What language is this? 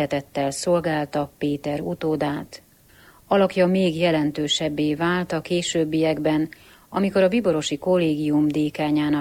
Hungarian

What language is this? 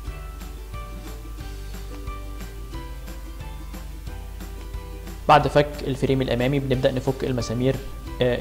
Egyptian Arabic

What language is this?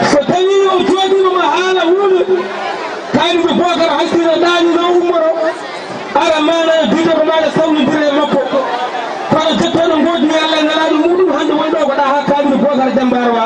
Fula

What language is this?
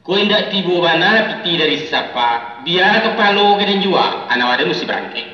Minangkabau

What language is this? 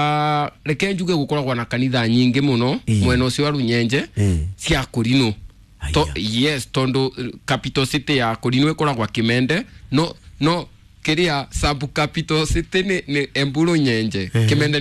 Kikuyu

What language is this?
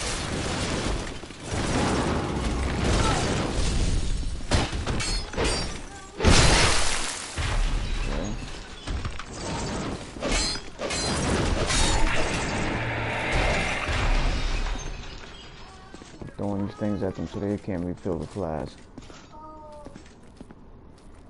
English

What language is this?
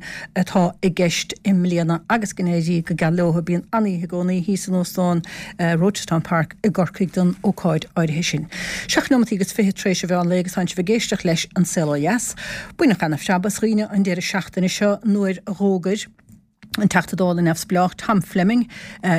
Irish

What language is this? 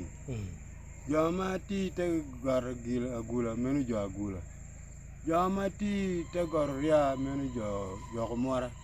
Acoli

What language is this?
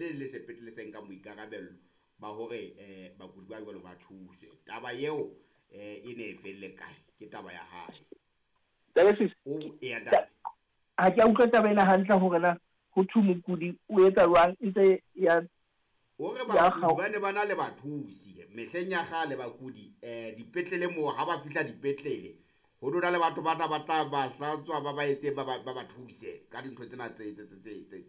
Southern Sotho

